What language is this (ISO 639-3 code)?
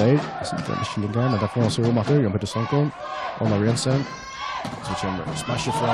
fao